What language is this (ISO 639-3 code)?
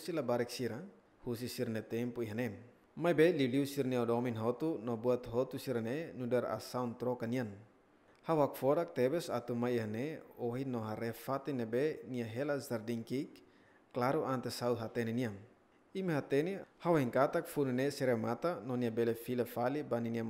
tet